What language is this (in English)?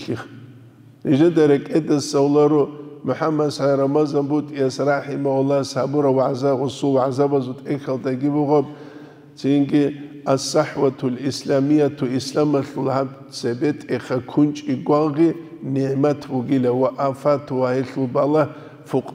Avaric